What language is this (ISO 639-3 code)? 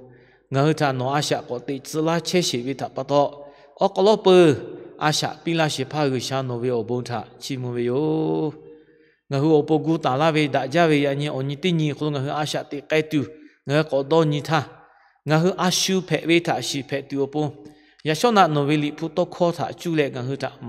lhu